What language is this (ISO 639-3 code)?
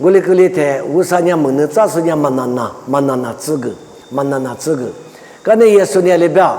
lis